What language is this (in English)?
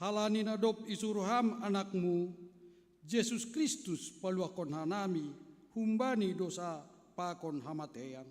Batak Simalungun